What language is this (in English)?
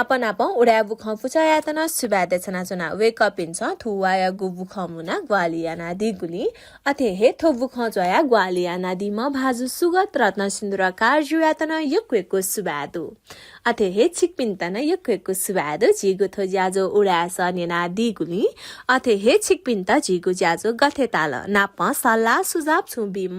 Newari